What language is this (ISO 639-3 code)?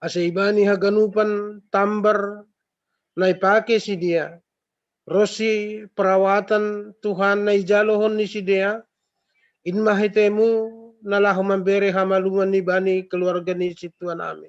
bts